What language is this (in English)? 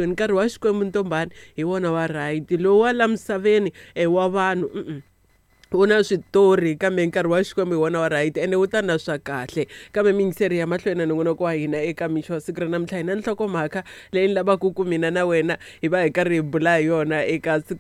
Tsonga